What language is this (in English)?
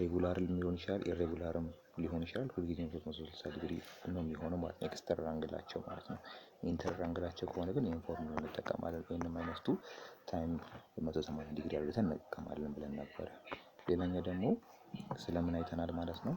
Amharic